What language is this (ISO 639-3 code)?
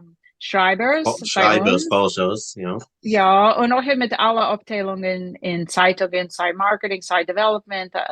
yid